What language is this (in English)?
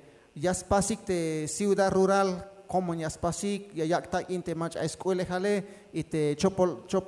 Tzeltal